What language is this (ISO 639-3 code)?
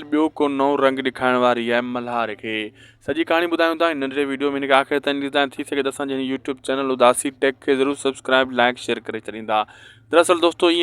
snd